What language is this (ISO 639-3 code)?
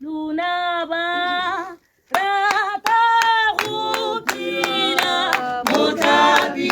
tsn